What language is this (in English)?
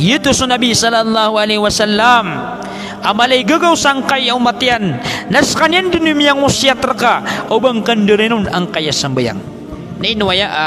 Maranao